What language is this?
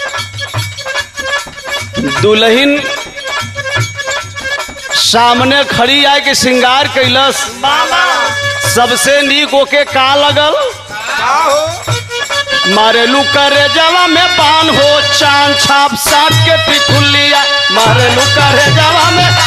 Bhojpuri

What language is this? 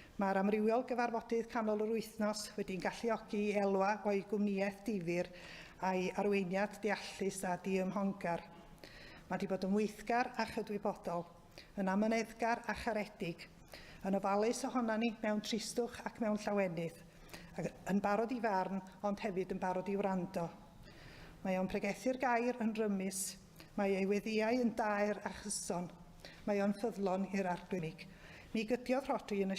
Welsh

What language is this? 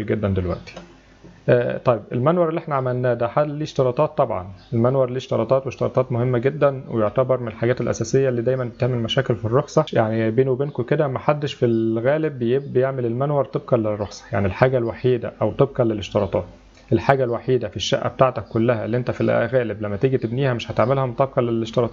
Egyptian Arabic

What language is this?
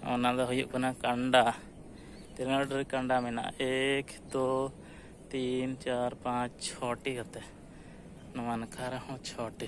Santali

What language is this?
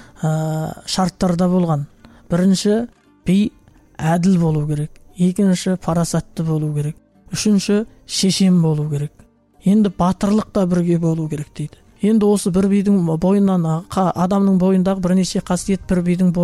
Kazakh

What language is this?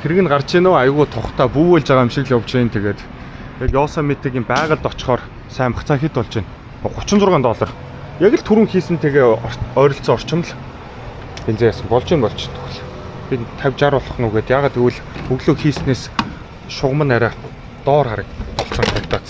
Mongolian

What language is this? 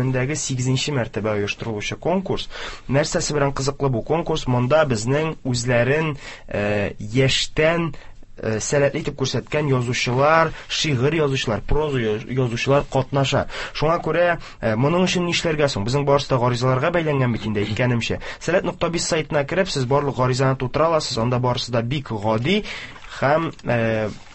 Tatar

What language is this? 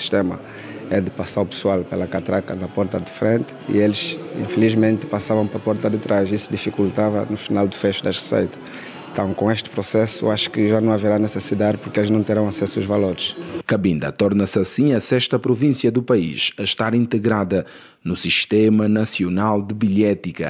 Portuguese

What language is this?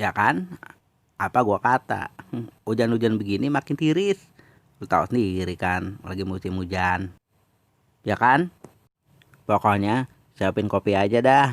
Betawi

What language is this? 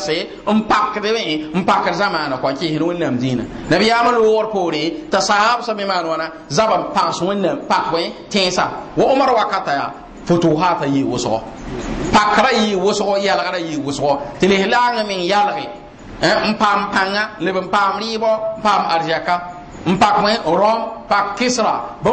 Mossi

